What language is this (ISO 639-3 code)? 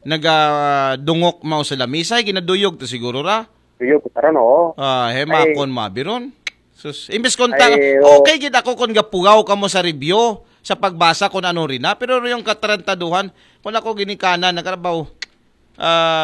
akl